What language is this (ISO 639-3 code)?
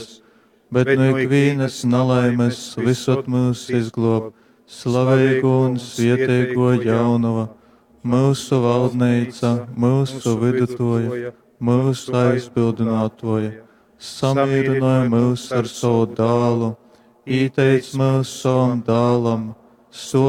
ltg